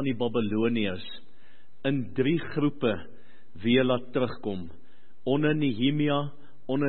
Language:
Afrikaans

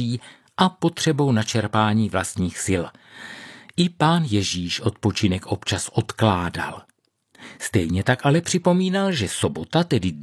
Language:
Czech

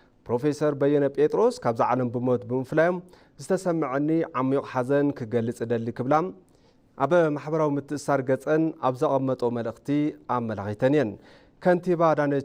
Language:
Tigrinya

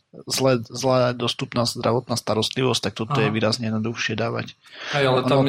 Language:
Slovak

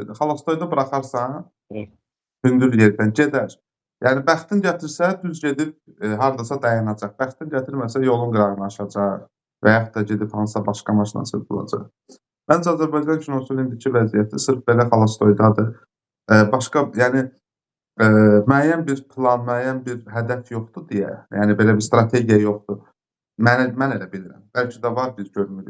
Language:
Azerbaijani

